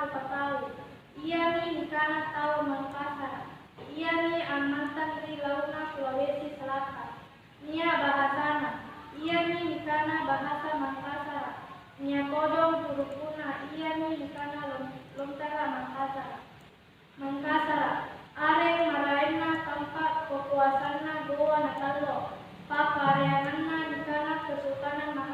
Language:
Makasar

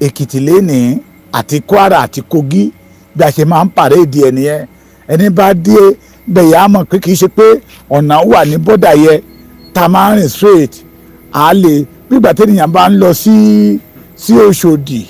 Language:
Yoruba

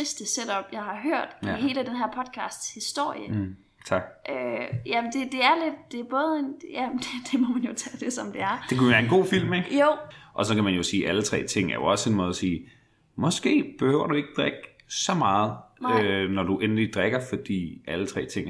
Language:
Danish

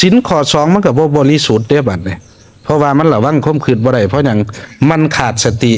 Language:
Northeastern Thai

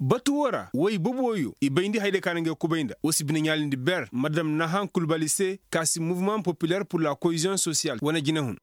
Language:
Koyraboro Senni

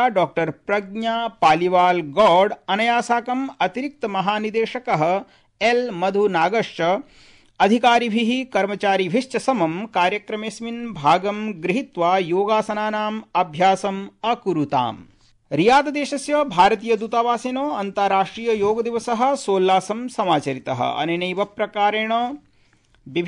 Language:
Sanskrit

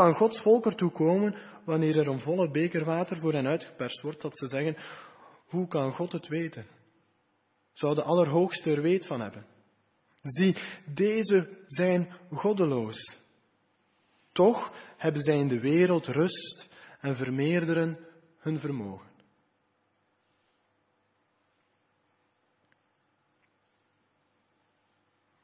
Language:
Dutch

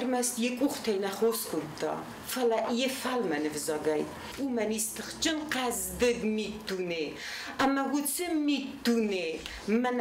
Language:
Ossetic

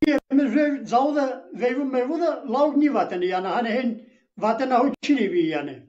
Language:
Zaza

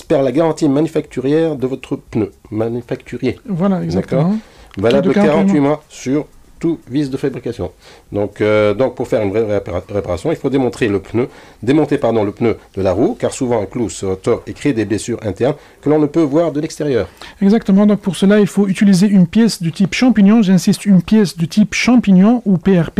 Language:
French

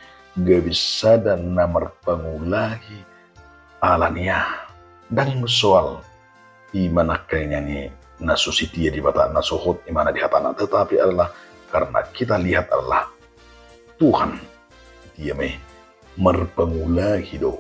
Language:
Batak Toba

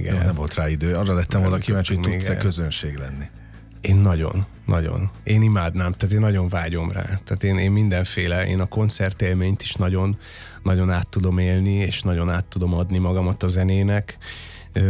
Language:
Hungarian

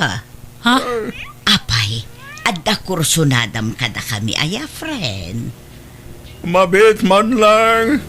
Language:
Iloko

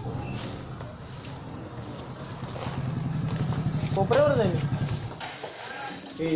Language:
Marathi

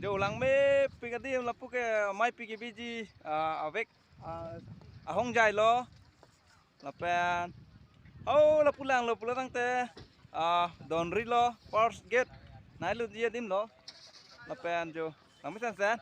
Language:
Karbi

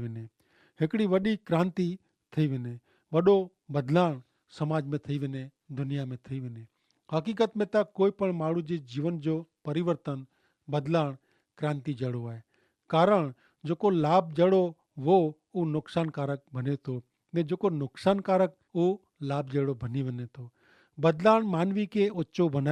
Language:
Kachhi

